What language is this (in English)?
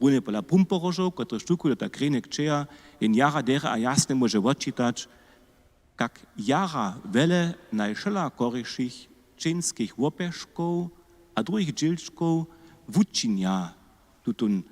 Upper Sorbian